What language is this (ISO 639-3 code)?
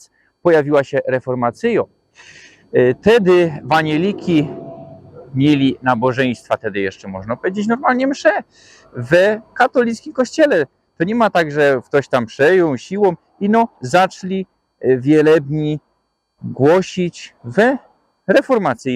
szl